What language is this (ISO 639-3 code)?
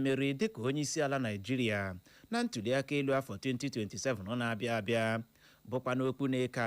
ibo